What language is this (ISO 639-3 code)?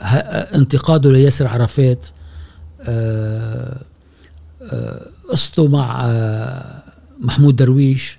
afb